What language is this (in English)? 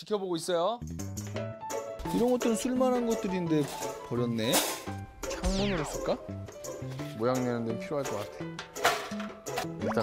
Korean